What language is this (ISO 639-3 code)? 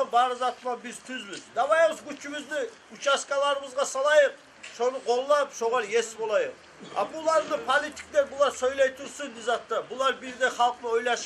kum